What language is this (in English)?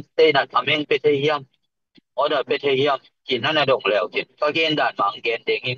Tedim Chin